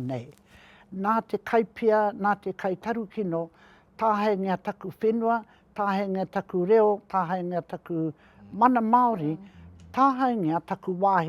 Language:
Māori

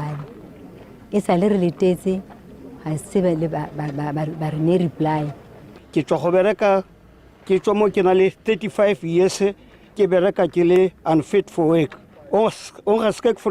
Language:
Tswana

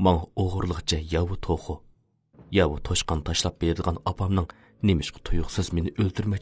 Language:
Uyghur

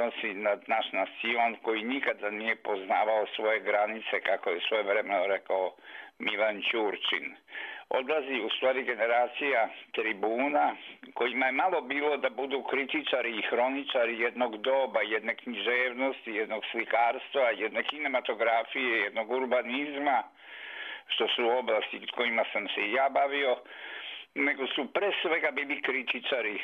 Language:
Serbian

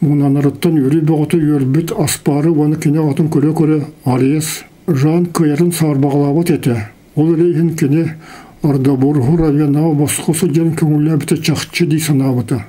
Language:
Yakut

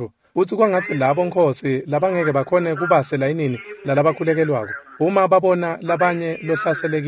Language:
Swati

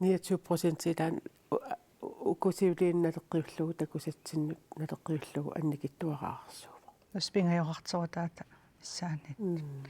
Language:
Kalaallisut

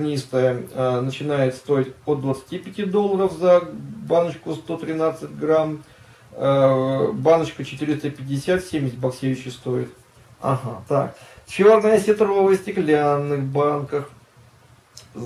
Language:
Russian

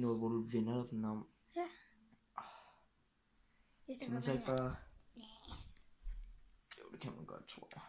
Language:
Danish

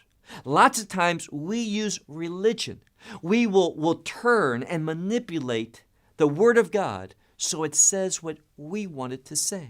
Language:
English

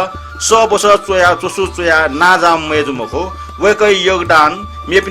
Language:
Newari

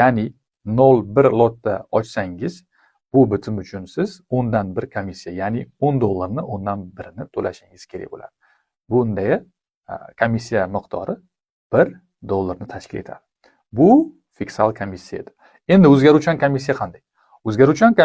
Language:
Uzbek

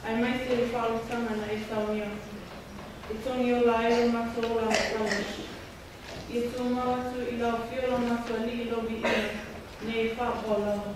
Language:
Samoan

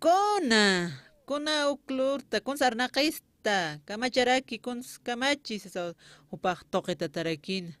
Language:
Aymara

